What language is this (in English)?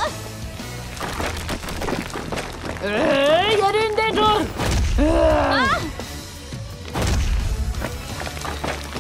Turkish